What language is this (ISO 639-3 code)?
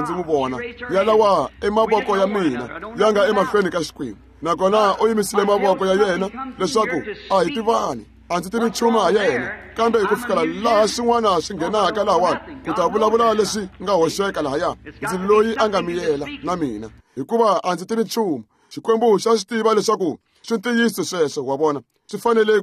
tso